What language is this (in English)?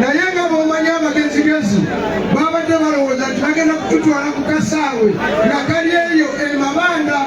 Ganda